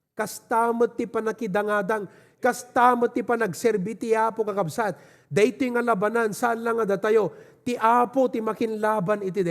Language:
Iloko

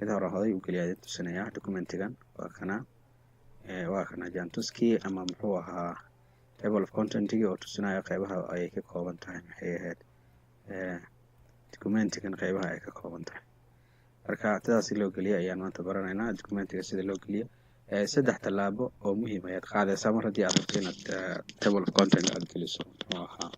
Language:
Somali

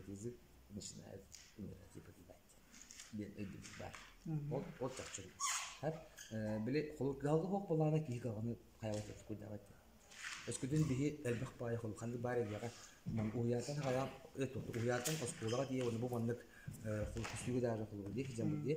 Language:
Yakut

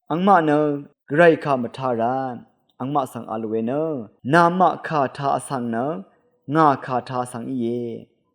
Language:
Rawang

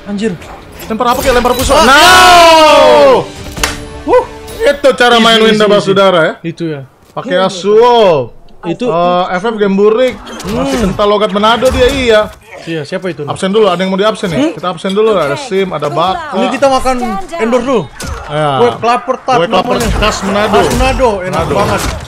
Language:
Indonesian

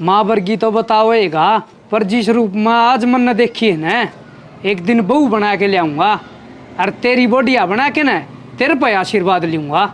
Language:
Haryanvi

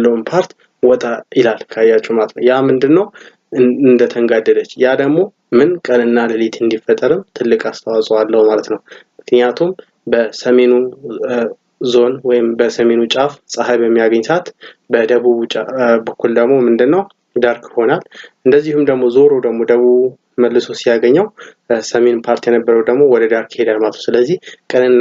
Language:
Amharic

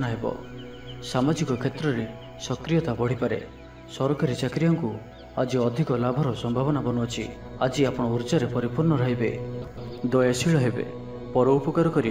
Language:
Odia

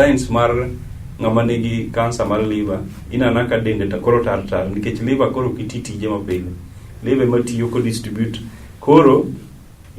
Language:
Luo (Kenya and Tanzania)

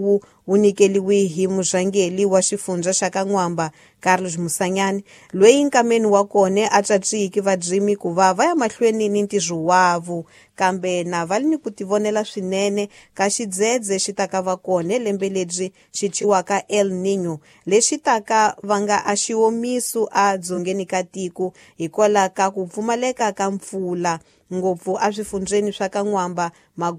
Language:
Tsonga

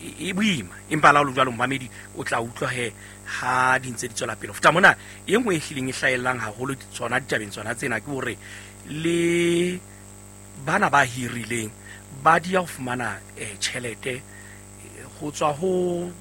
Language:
Southern Sotho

